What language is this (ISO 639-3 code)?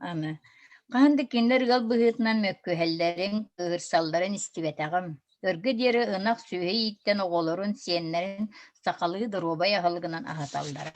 sah